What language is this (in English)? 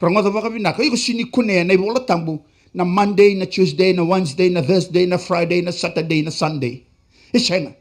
Fijian